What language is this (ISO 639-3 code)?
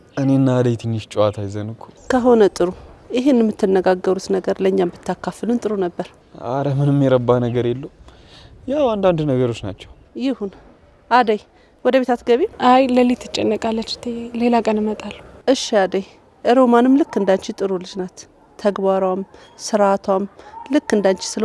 amh